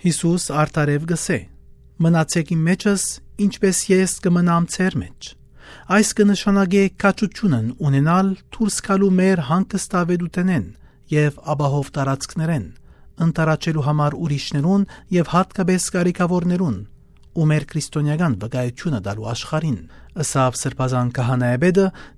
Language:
Western Armenian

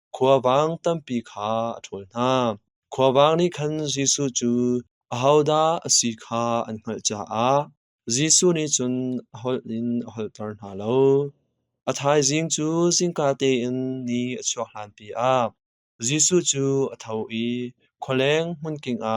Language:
Hakha Chin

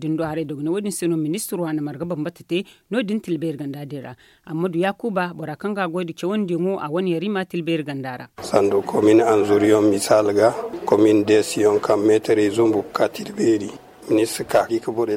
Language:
Zarma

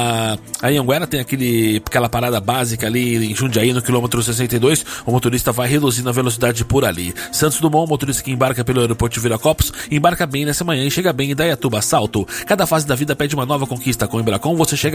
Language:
Portuguese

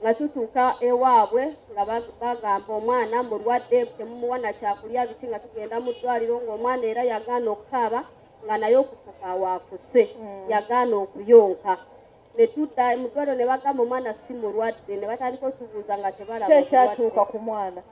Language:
Ganda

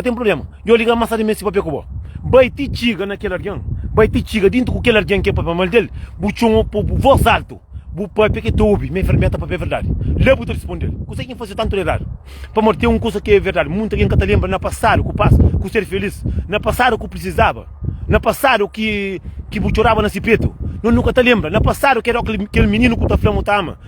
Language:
Kabuverdianu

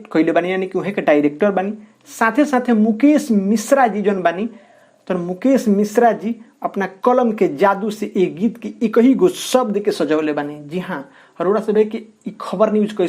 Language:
Bhojpuri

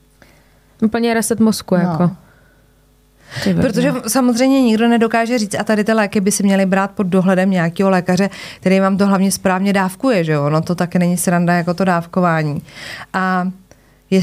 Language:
Czech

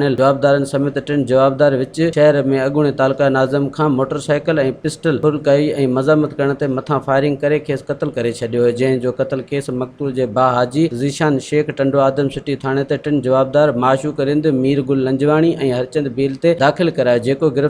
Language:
Sindhi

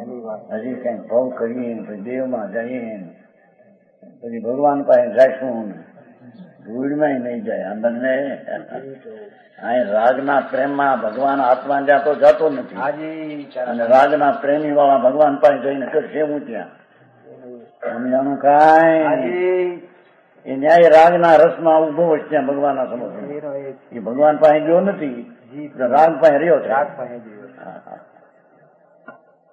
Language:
Gujarati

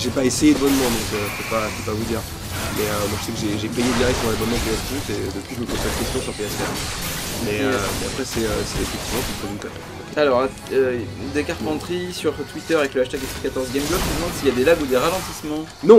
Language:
French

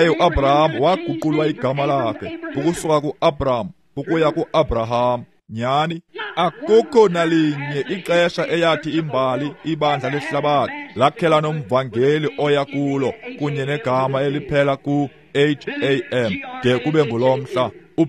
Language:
Xhosa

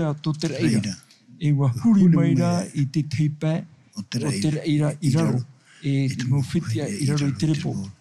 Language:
Tahitian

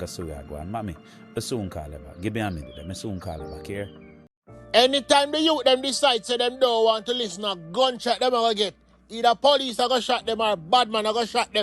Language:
Jamaican Creole English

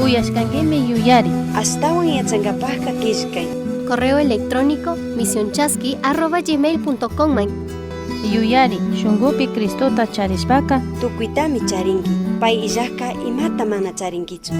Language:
Chimborazo Highland Quichua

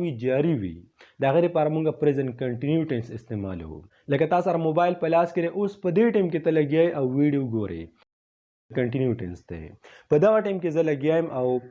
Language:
Pashto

